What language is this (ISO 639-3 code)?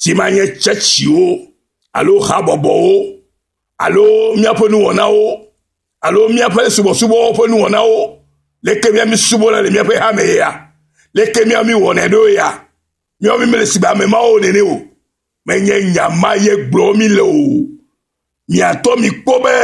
ewe